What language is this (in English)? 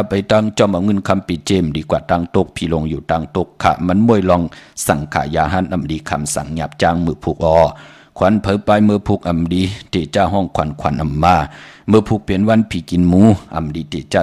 Shan